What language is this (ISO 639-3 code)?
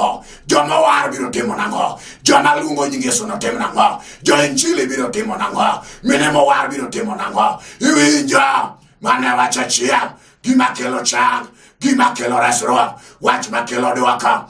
luo